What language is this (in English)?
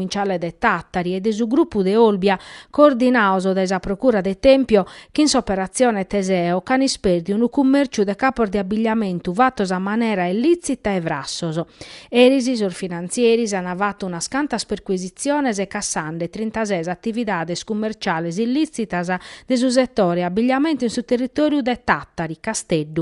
Sardinian